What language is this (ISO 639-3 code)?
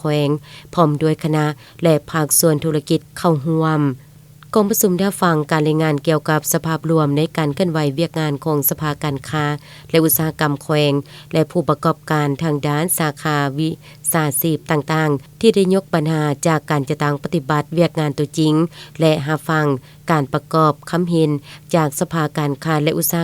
lao